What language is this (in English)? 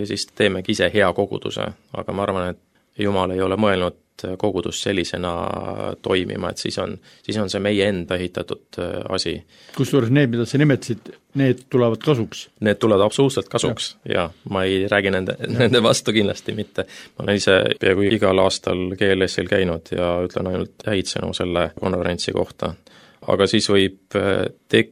Estonian